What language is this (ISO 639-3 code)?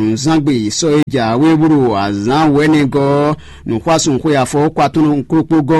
fon